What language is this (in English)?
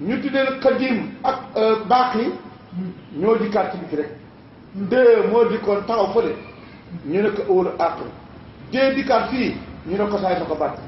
Wolof